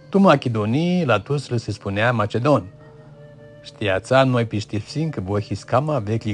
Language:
Aromanian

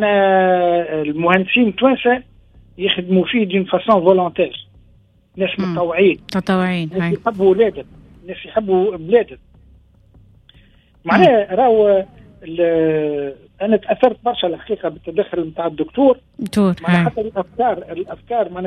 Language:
Tunisian Arabic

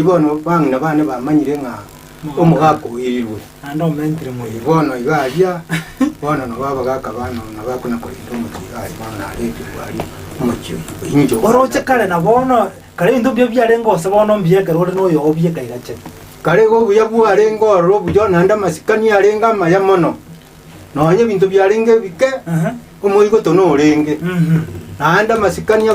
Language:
Gusii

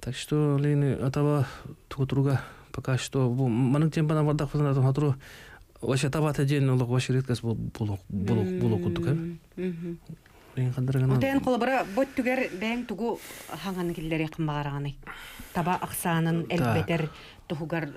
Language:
Yakut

